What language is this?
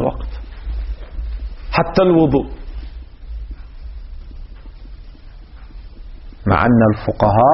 Arabic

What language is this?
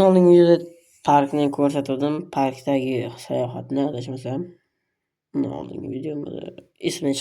Uzbek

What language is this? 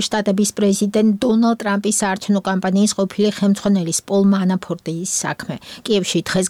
Georgian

